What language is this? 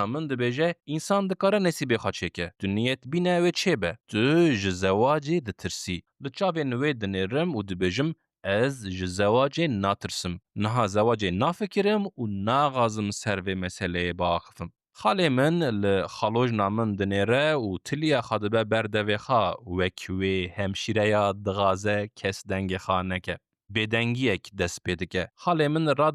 Kurdish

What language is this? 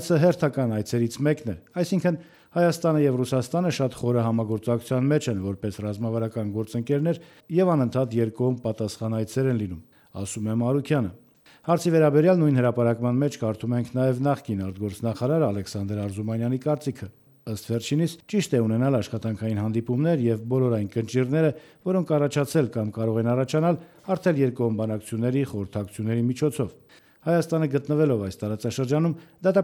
Armenian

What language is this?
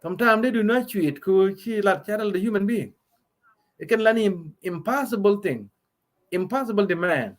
Nuer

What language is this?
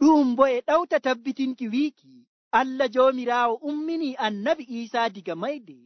Nigerian Fulfulde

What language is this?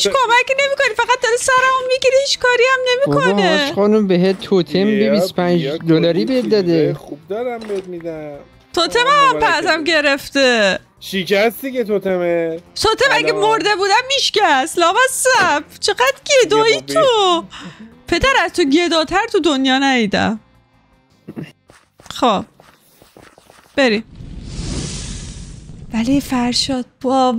Persian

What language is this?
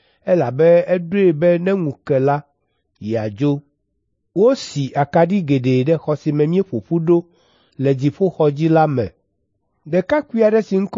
Ewe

